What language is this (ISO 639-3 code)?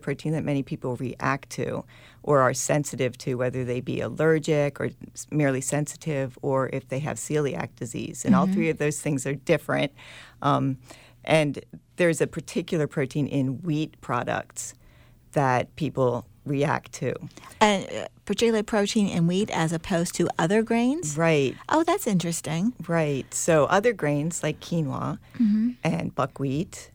eng